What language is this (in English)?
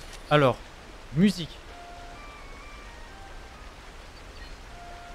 French